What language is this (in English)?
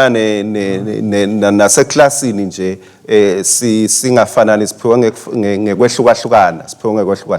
Swati